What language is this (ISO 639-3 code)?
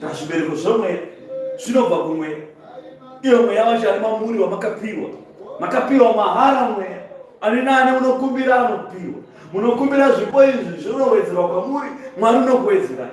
sna